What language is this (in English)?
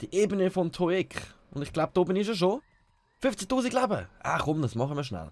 Swiss German